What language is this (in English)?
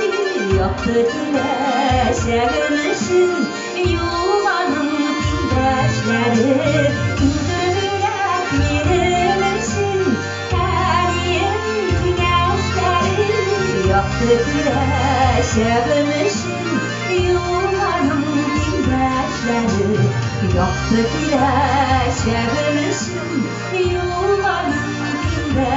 Tatar